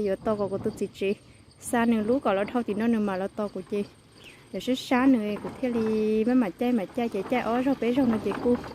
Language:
Hmong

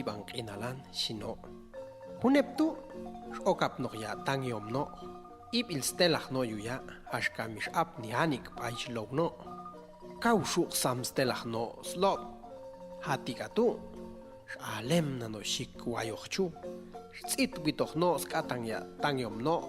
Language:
Popti'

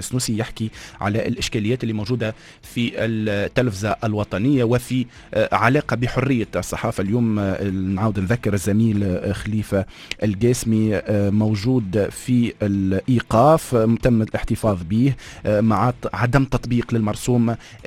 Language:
Tunisian Arabic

